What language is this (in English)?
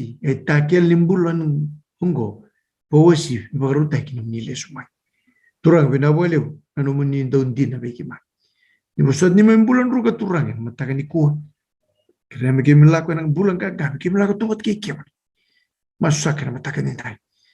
Fijian